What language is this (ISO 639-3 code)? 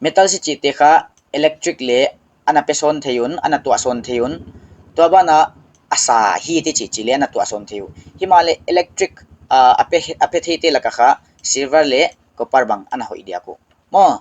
pck